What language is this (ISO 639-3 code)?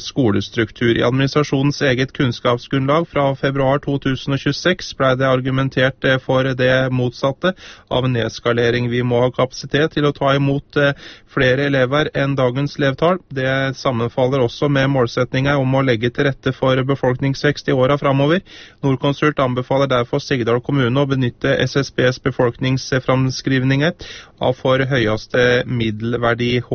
nor